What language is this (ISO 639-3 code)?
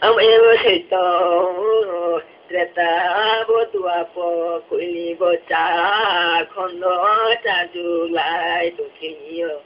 ria